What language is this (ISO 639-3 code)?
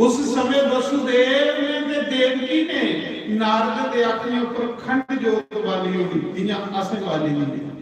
doi